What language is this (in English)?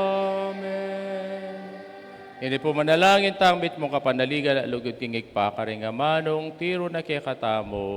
Pampanga